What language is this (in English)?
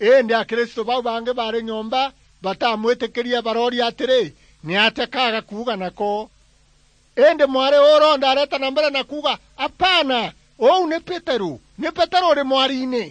Meru